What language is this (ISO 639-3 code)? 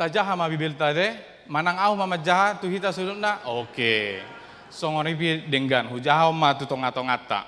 bbc